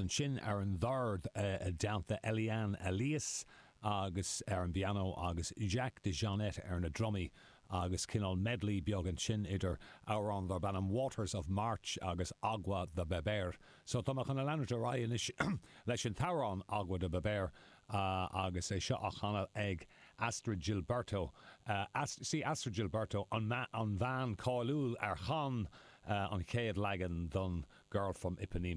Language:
Irish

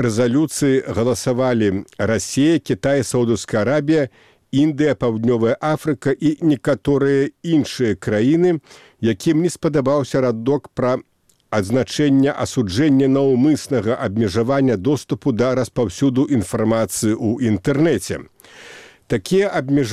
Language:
Belarusian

